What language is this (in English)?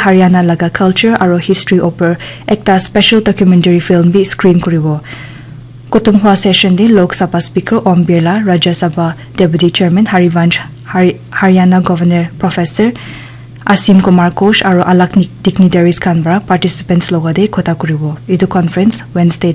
Naga Pidgin